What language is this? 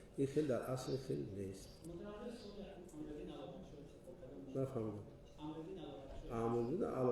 Tajik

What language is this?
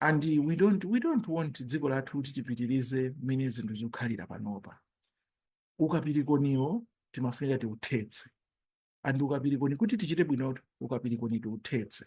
Nyanja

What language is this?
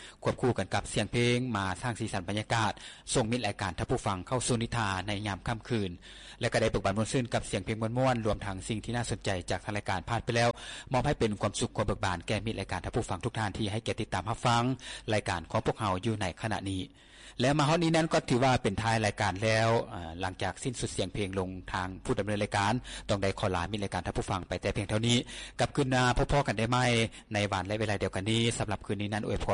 Lao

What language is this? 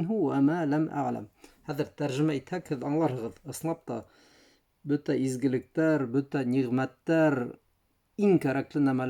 Bashkir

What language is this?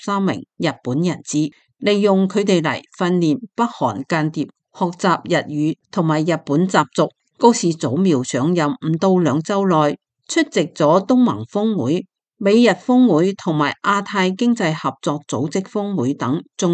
Cantonese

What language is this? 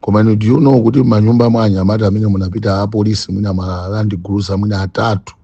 Nyanja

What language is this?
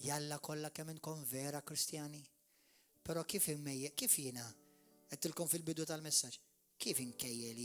Maltese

